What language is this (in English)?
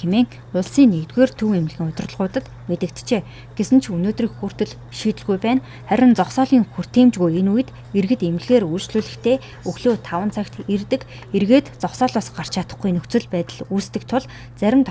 Mongolian